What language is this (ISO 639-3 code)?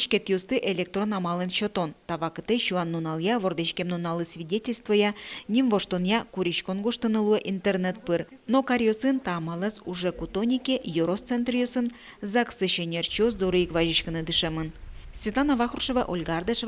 udm